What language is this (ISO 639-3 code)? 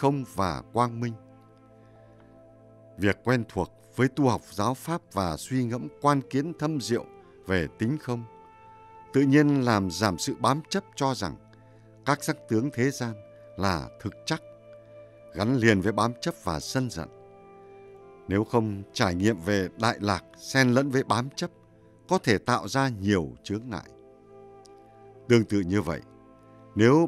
vie